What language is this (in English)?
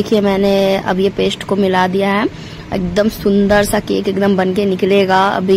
Hindi